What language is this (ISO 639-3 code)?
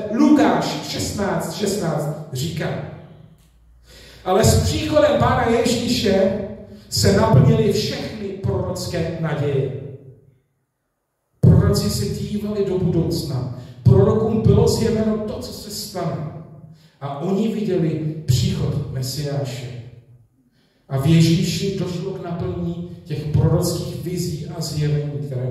ces